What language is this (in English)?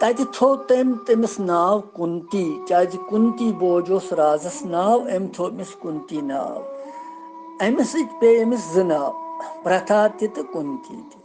Kashmiri